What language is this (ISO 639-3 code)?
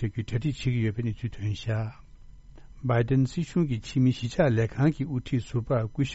bod